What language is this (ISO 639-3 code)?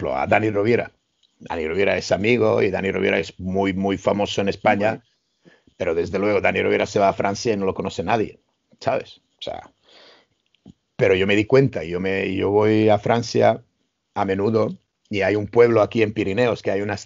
spa